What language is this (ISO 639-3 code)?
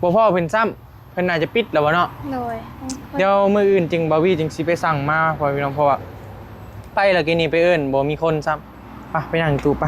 tts